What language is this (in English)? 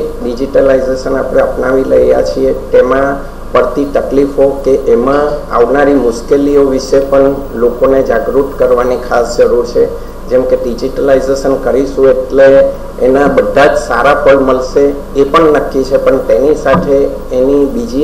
Gujarati